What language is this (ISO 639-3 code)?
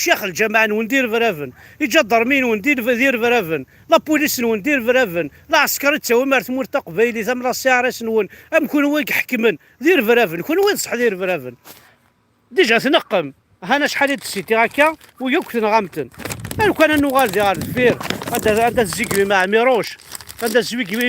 kab